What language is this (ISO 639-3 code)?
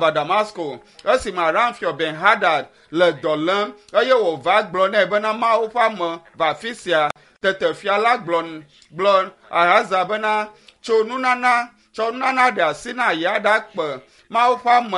ewe